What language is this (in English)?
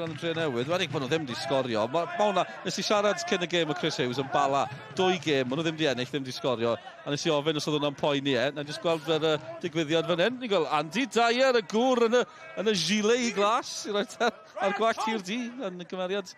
Welsh